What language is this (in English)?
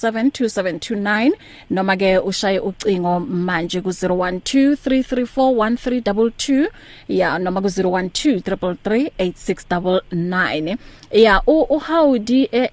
English